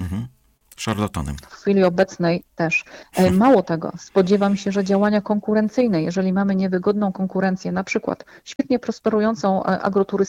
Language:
Polish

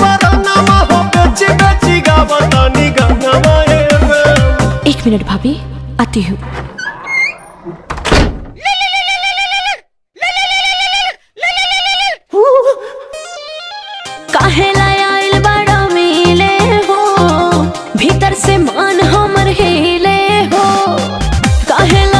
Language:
Bhojpuri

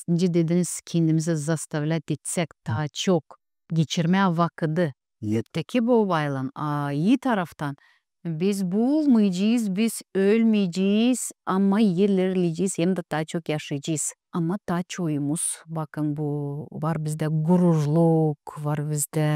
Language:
Gagauz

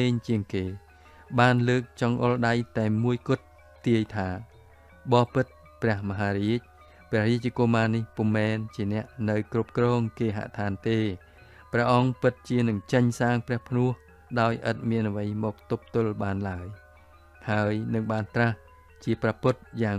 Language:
Khmer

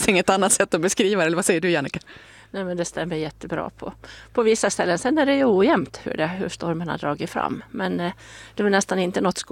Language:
Swedish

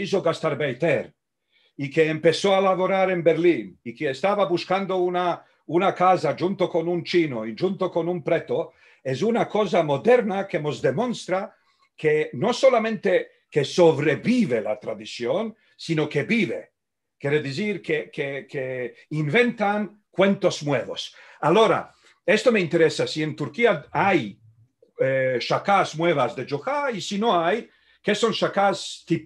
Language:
Ladino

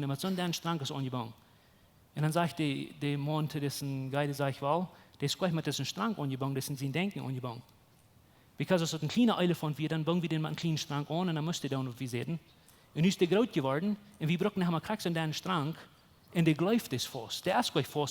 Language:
Plautdietsch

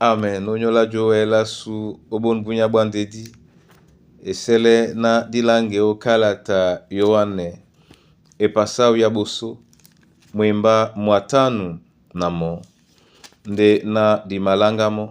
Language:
Duala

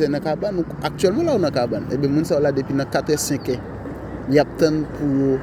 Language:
Haitian Creole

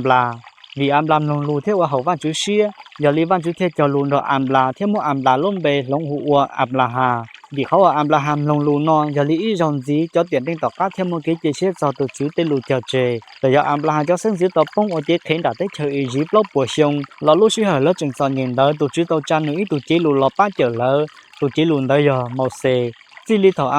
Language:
Hmong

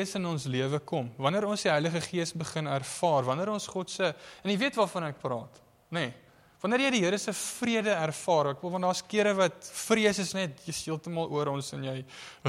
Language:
Afrikaans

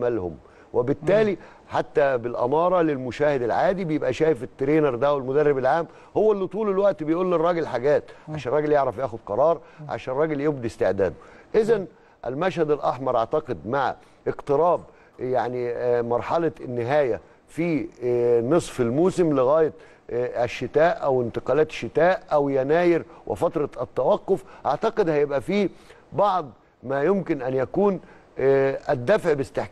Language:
Egyptian Arabic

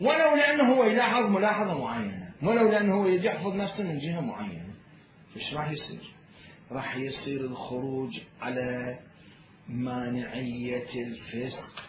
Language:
Mesopotamian Arabic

